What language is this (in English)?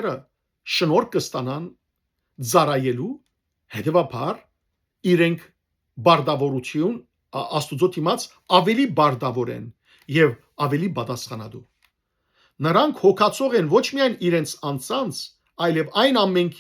Western Armenian